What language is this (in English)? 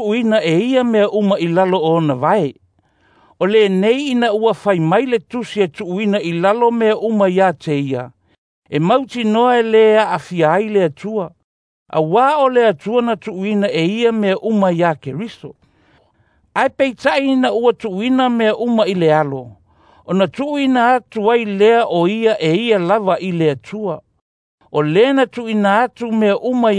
Samoan